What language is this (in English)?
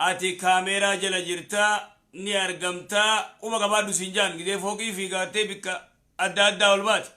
Oromo